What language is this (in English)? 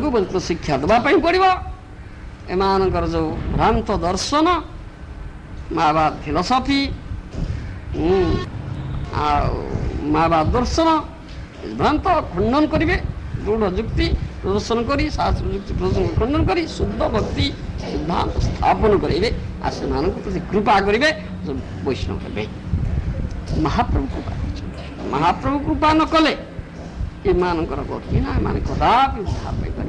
Odia